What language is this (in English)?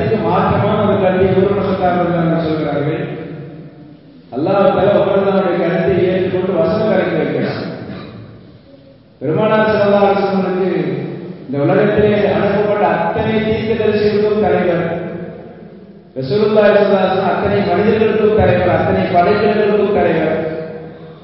Tamil